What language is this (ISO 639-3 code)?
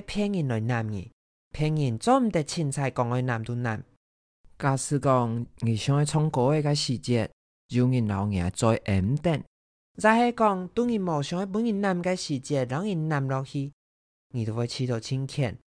hak